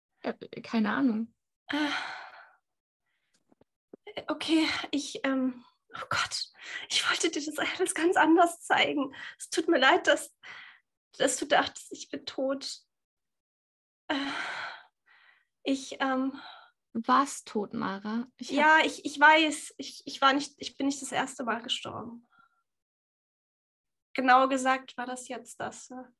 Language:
German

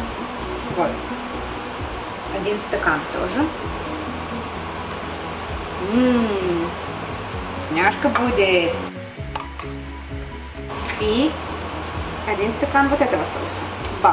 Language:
Russian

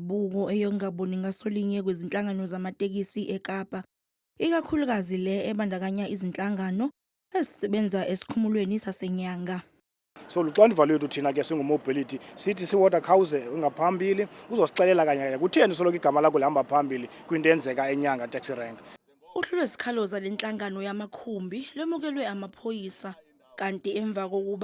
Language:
Zulu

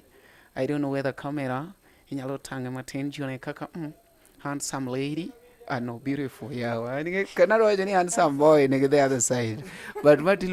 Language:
Luo (Kenya and Tanzania)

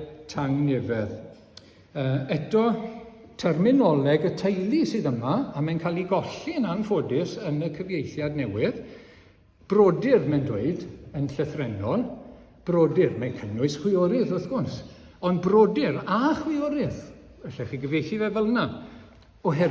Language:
Welsh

